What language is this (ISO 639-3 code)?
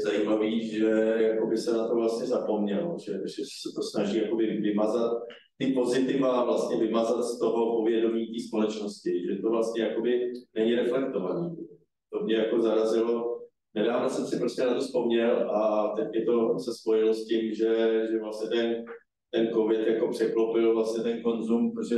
ces